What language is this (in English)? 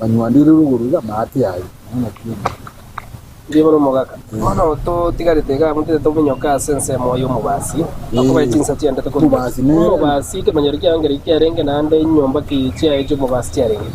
Gusii